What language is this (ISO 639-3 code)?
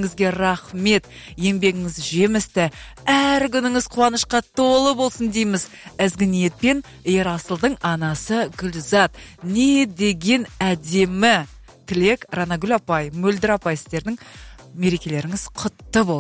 kaz